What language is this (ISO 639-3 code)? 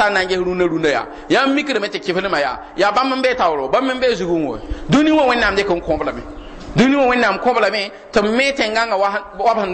mos